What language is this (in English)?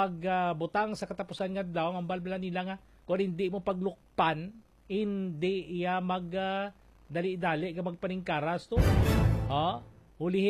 Hiligaynon